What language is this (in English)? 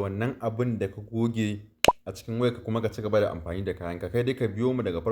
Hausa